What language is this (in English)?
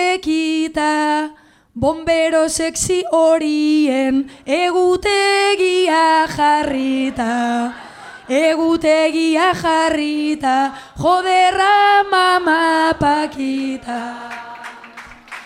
Basque